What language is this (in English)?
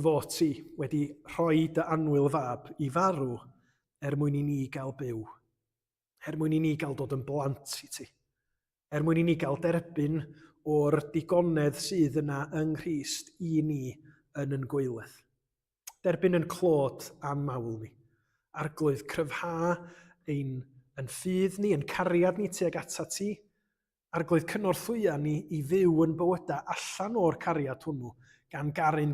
Welsh